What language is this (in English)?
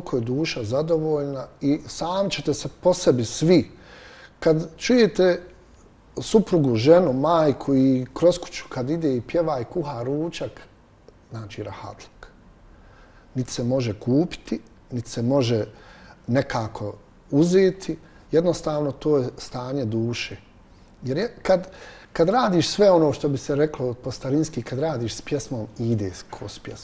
Bosnian